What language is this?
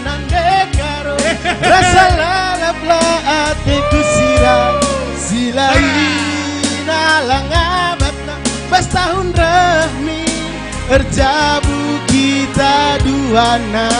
Batak Karo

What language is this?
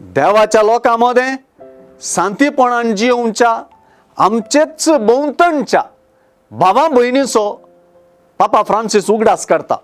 Konkani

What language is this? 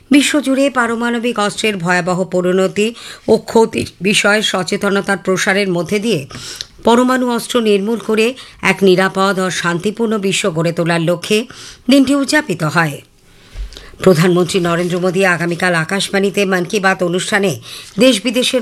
Bangla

